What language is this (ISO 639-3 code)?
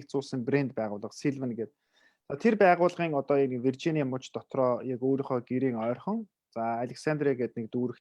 mon